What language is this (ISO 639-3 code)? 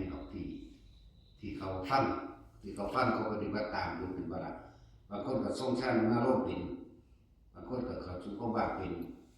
tts